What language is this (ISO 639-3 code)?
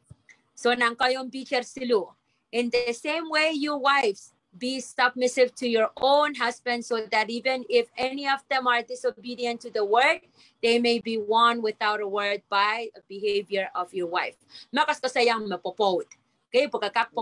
pon